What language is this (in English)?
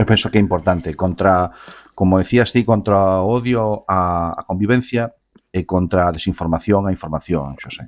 Galician